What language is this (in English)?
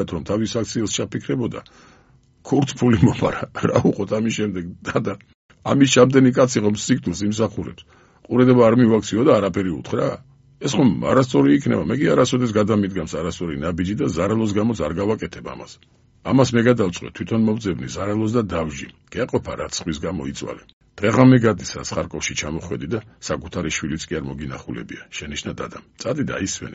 Georgian